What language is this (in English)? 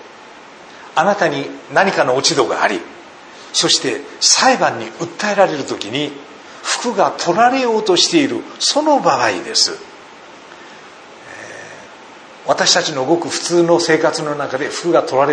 Japanese